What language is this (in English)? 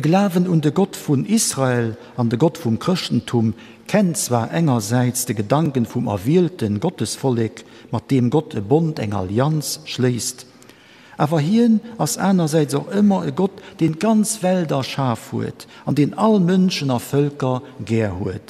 Luxembourgish